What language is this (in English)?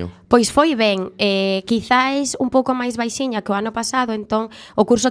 Galician